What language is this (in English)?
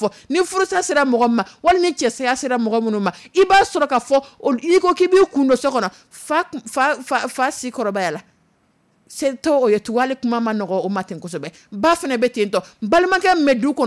Dyula